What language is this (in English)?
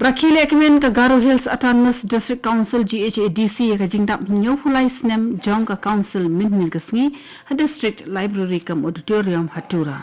Khasi